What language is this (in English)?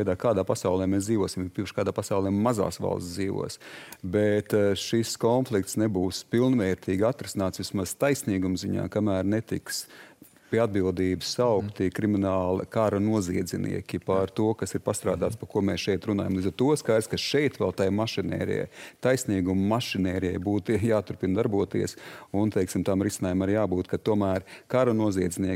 Latvian